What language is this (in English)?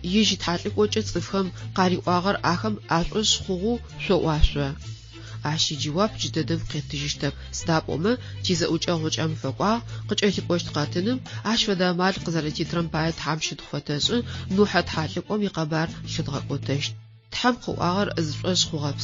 Adyghe